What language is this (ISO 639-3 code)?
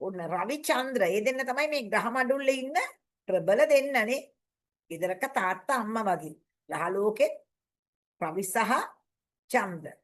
sin